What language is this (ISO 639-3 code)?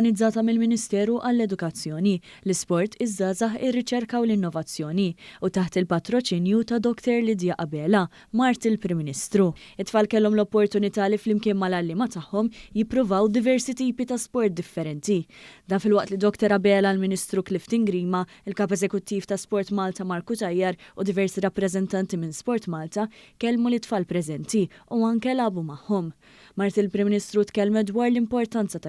mlt